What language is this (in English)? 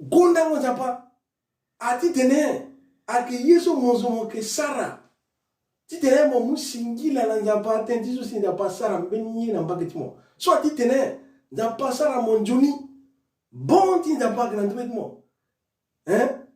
Sango